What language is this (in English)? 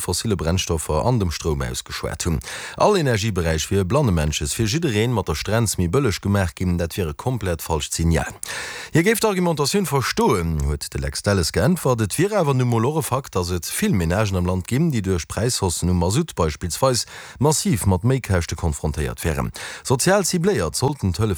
Luxembourgish